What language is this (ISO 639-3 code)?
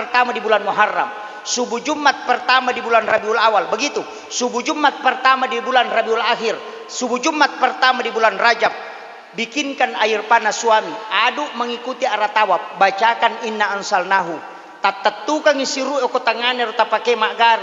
bug